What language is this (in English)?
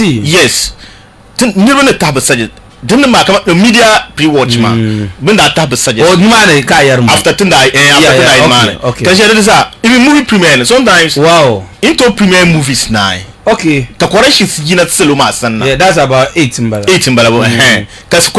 Dagbani